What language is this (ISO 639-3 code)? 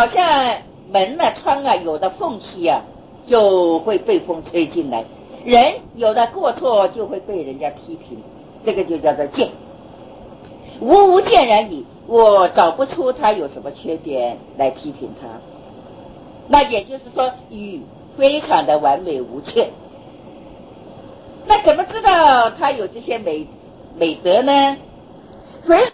zho